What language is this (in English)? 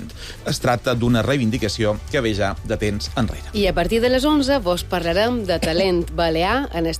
Catalan